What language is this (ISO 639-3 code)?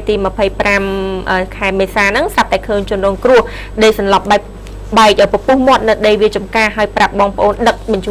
khm